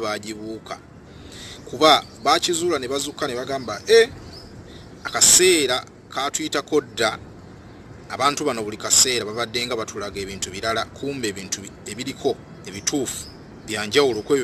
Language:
Ganda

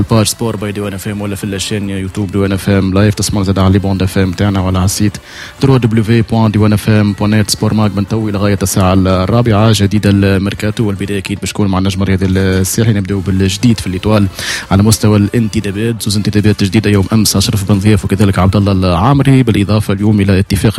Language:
Tunisian Arabic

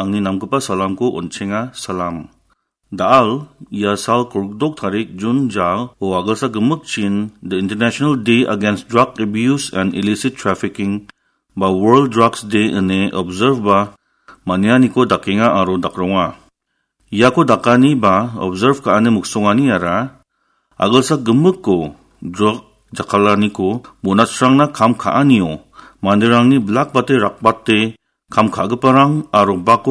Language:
Garo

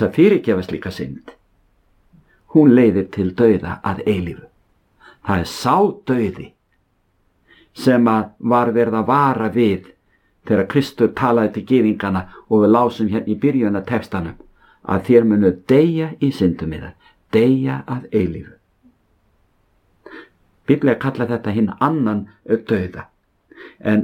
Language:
Icelandic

